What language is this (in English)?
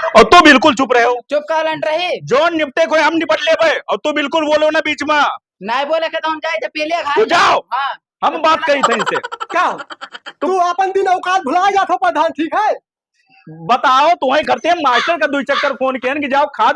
Awadhi